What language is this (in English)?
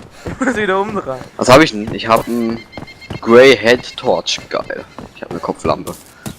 Bavarian